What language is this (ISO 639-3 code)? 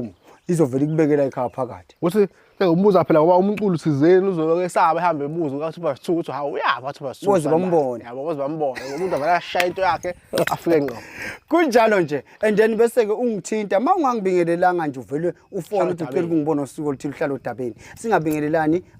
zul